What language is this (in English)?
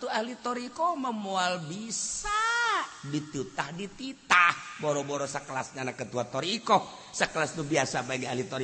Sundanese